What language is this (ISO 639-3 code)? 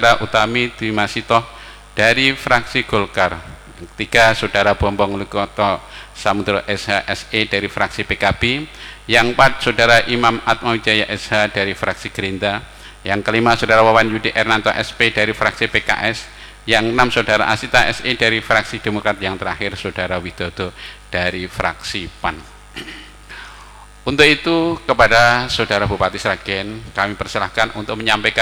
ind